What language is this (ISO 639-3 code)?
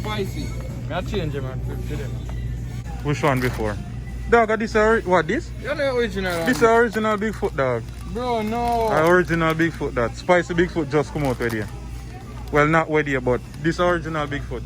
jam